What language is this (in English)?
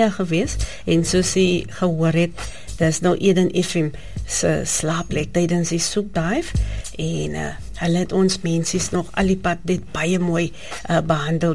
Afrikaans